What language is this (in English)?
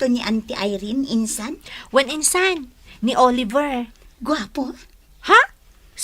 Iloko